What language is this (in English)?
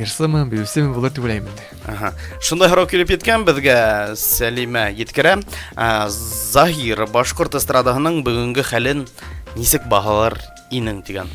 Bashkir